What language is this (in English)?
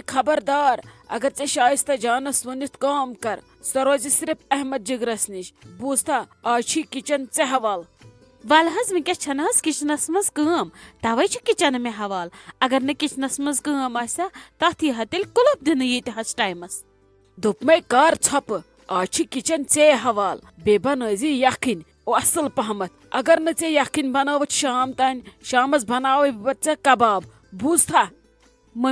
Kashmiri